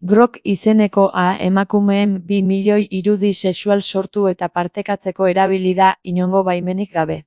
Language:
Basque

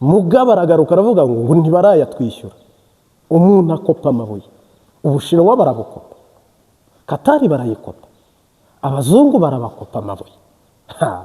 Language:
Kinyarwanda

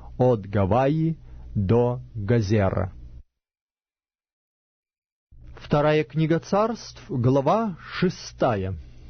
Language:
Russian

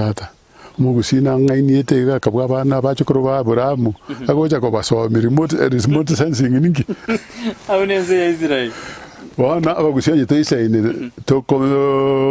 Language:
Gusii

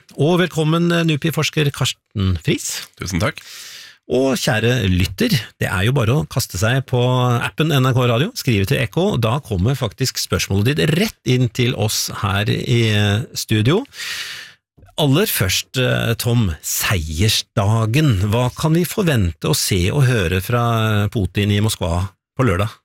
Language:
Norwegian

